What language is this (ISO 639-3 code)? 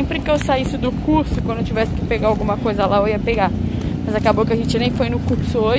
por